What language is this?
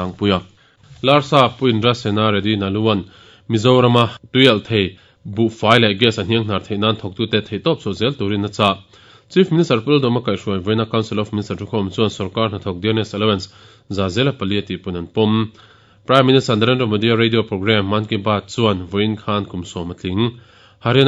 Mizo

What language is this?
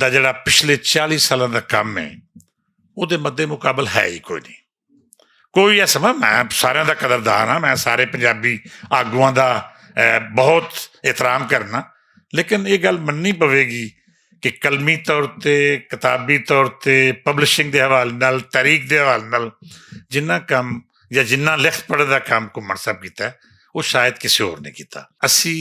Western Panjabi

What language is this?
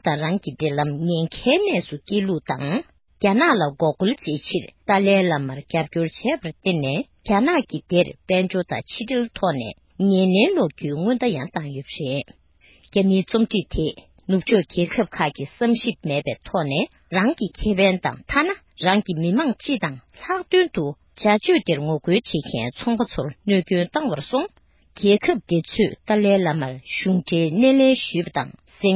Tibetan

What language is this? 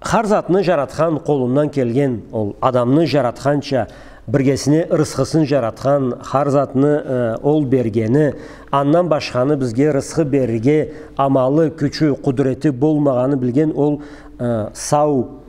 Karachay-Balkar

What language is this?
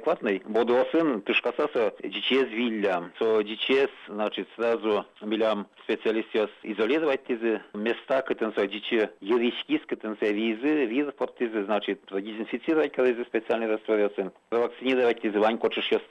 Udmurt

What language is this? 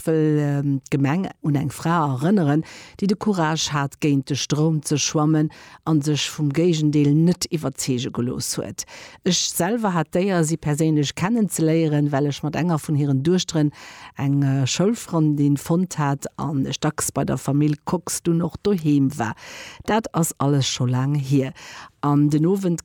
Luxembourgish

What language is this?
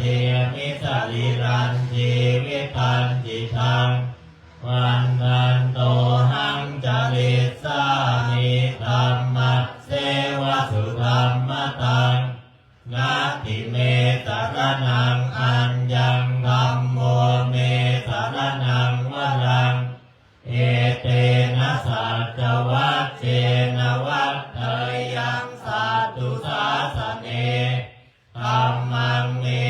Pali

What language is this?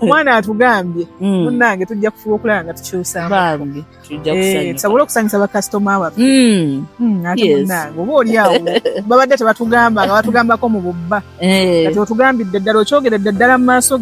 Ganda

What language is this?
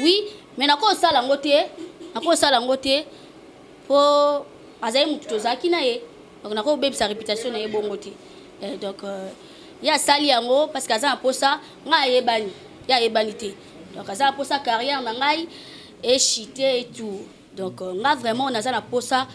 Lingala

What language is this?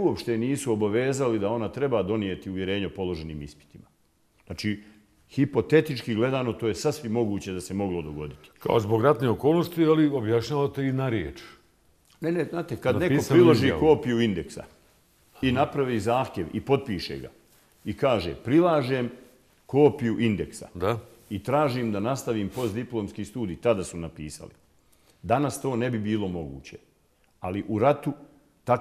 Bosnian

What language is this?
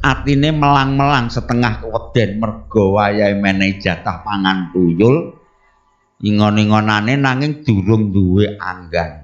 Javanese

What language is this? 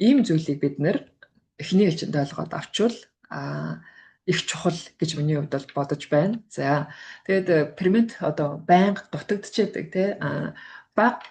Mongolian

